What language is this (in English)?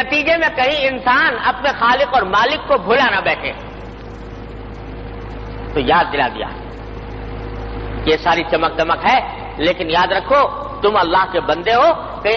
Urdu